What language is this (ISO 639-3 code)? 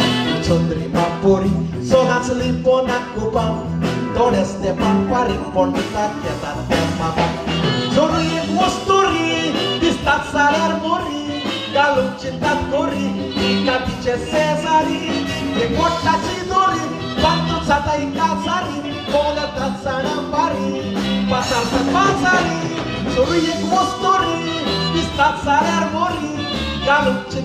kok